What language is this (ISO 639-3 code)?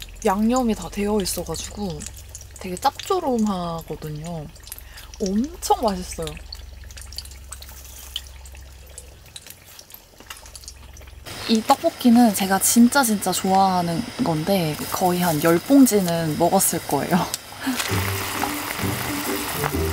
kor